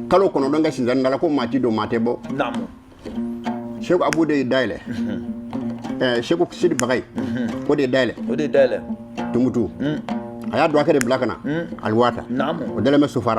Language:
Bambara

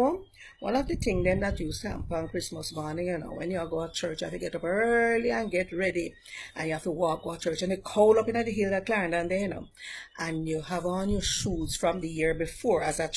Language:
Jamaican Creole English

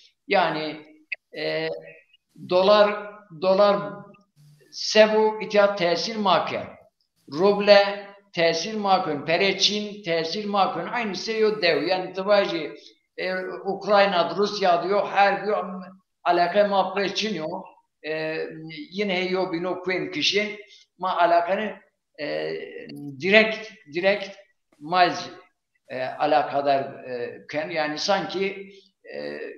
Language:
Zaza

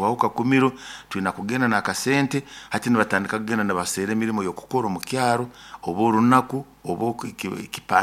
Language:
Nyoro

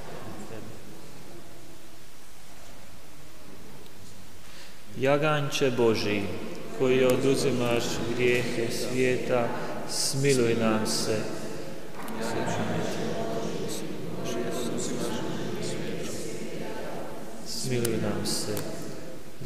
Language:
Croatian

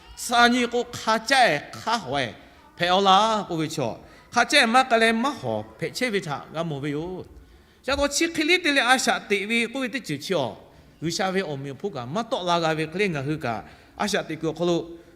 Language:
Lahu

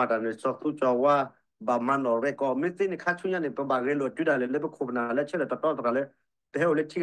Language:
S'gaw Karen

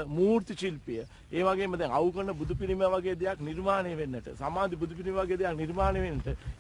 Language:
Sinhala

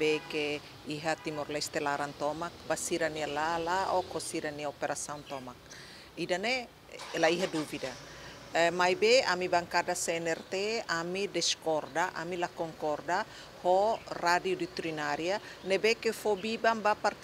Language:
Tetum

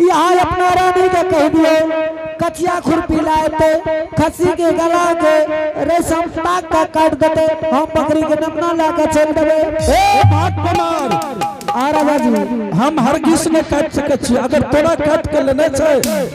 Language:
Angika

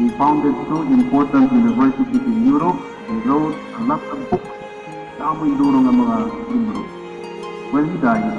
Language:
Waray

